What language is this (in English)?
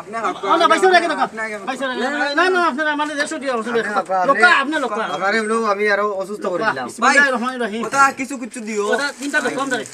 Sylheti